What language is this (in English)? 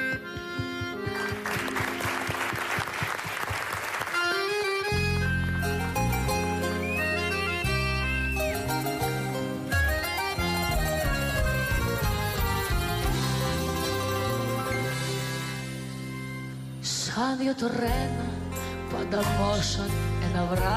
Greek